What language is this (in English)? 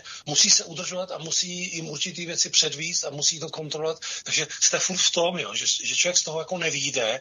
Czech